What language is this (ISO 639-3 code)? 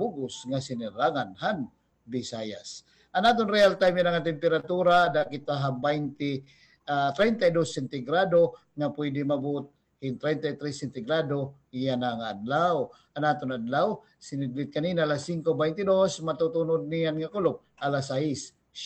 war